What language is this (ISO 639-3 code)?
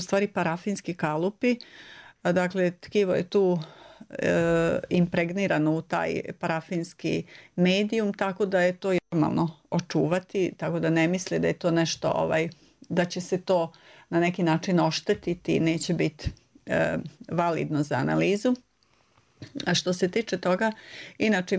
srp